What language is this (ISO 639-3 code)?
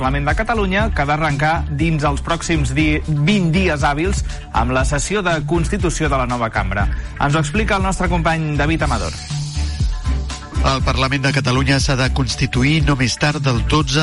cat